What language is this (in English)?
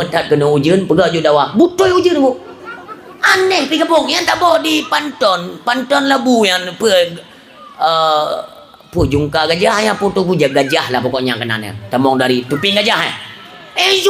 Achinese